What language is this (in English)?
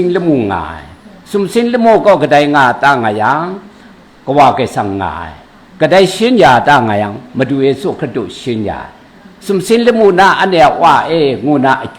Kachin